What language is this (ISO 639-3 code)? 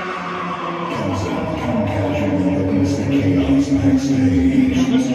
eng